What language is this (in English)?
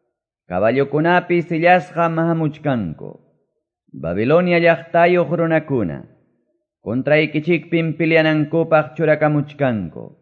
Quechua